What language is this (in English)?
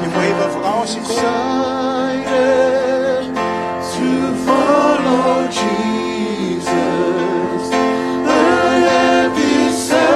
Tongan